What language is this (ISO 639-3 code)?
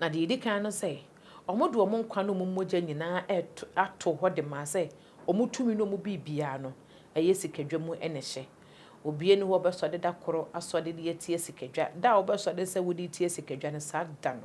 aka